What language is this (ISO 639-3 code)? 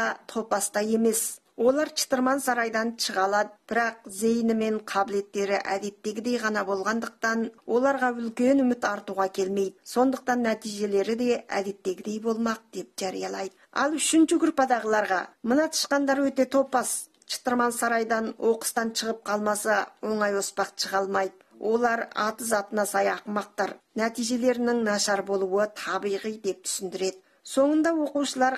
kaz